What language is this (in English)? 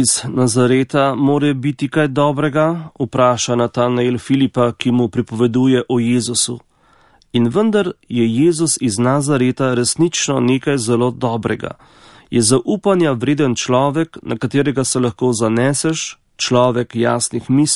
Slovenian